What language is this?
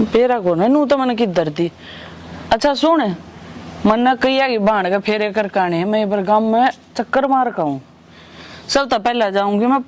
Haryanvi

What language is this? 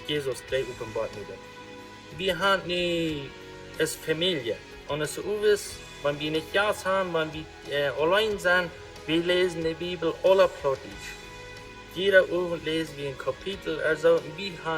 Plautdietsch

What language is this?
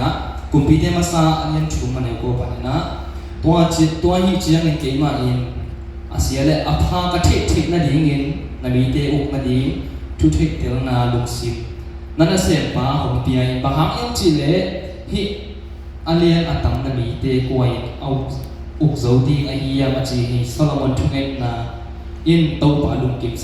Tedim Chin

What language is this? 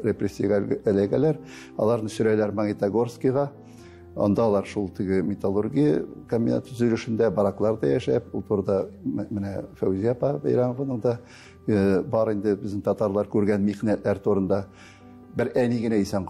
Tatar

